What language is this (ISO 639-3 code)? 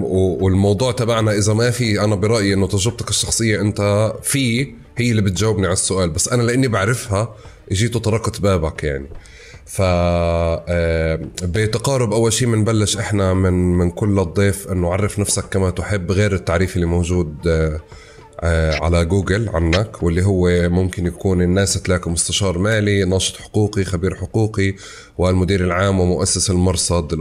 apc